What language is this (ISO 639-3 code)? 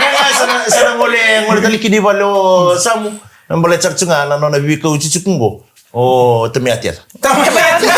fij